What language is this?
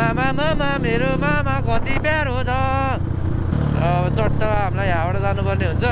Nepali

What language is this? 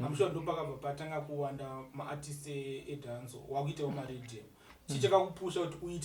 Shona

